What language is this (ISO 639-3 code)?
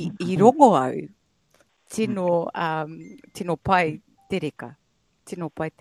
mri